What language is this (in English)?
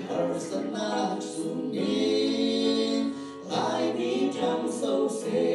Falam Chin